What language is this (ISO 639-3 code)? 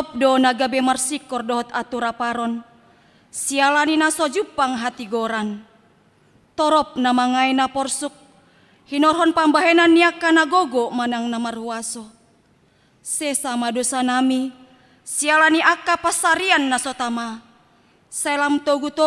bbc